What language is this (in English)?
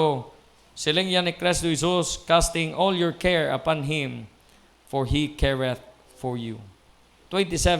Hiligaynon